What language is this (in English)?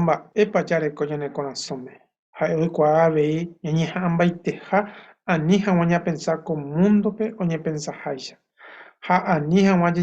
Guarani